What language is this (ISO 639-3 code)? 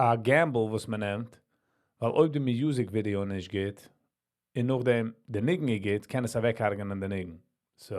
yid